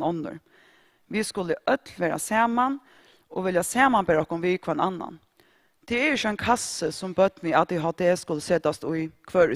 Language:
Faroese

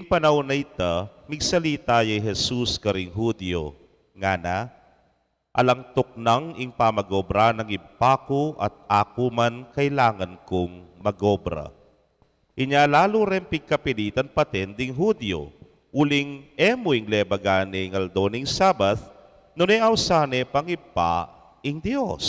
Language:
Pampanga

